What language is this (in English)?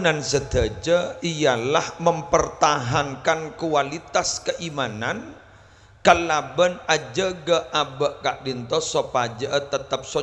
Madurese